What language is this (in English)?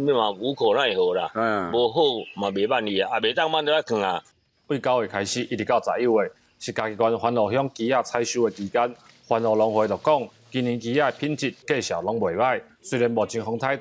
Min Nan Chinese